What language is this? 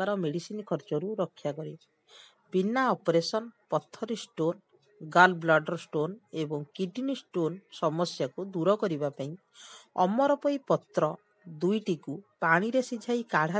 Odia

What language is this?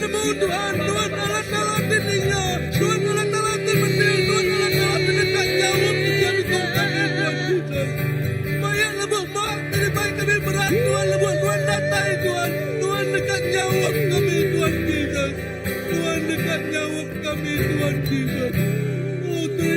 Iban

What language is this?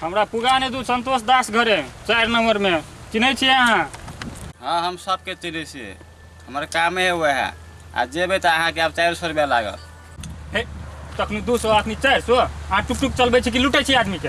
Maithili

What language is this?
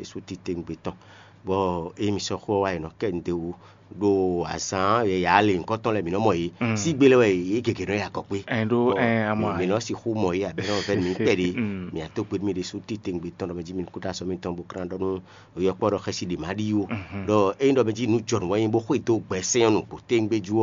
Fon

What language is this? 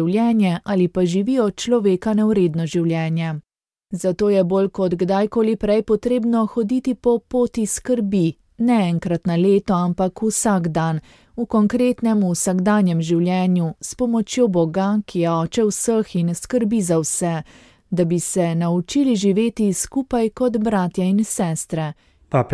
Slovenian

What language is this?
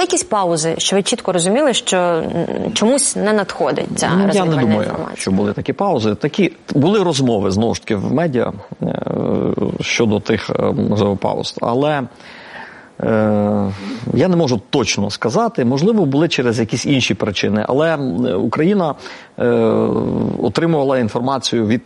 Ukrainian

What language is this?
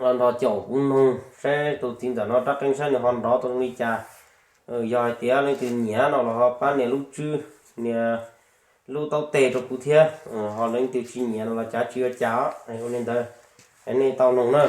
Hmong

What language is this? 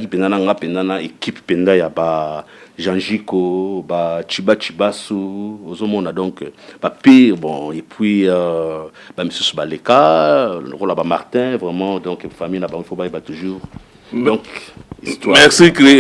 Lingala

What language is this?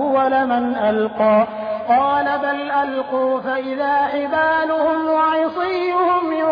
Arabic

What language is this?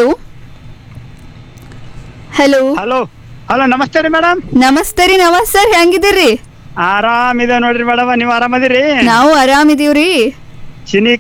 Kannada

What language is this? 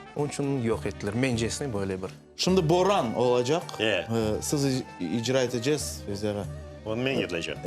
Crimean Tatar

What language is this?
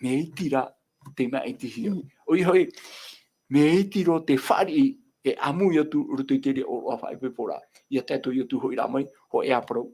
Tahitian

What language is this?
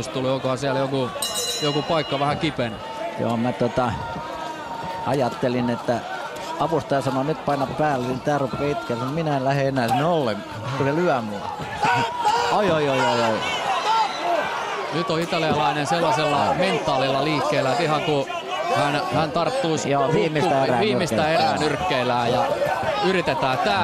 Finnish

